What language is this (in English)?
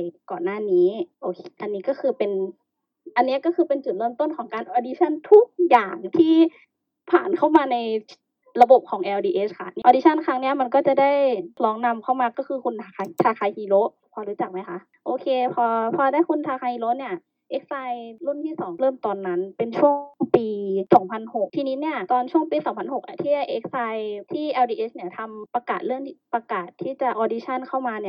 Thai